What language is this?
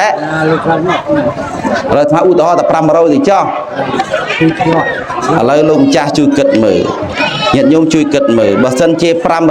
Khmer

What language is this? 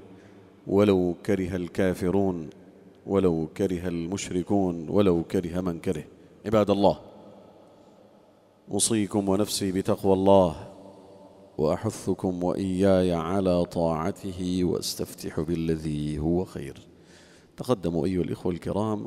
Arabic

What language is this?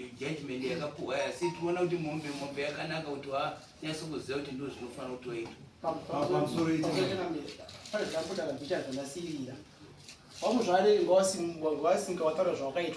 Shona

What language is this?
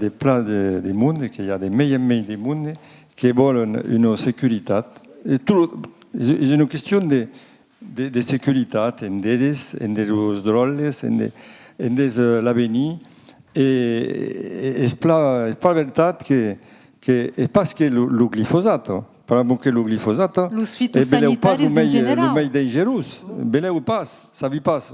Occitan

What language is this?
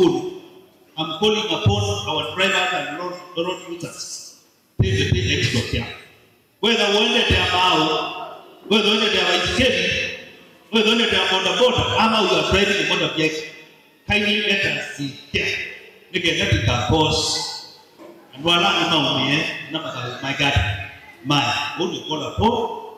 Kamba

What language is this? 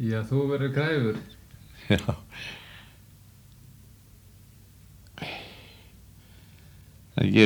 Icelandic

